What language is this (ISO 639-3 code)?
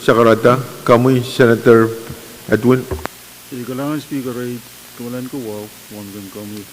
pon